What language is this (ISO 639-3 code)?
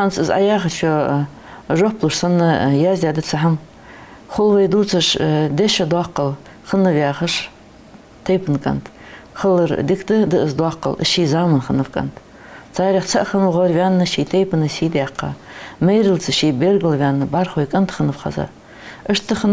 inh